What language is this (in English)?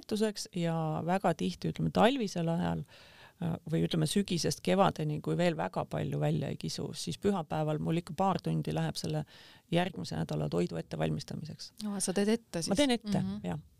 Estonian